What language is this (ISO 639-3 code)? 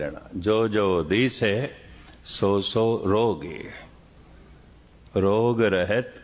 pan